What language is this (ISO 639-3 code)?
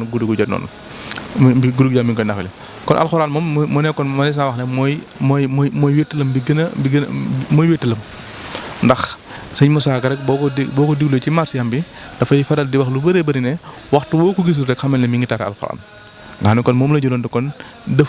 wol